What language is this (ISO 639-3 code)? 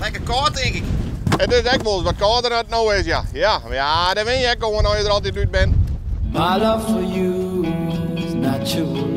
fry